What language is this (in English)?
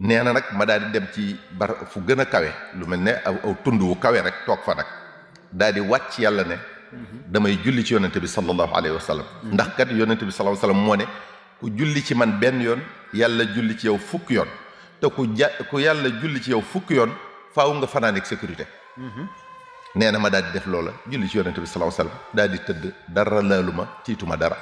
Wolof